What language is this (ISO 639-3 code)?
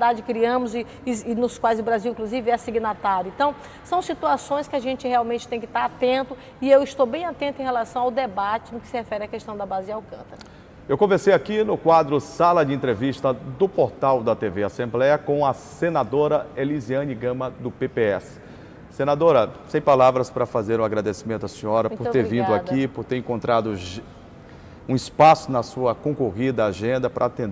por